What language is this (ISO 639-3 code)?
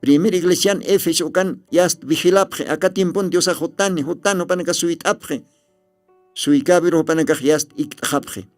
aym